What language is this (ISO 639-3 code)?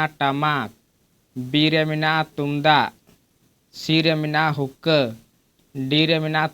sat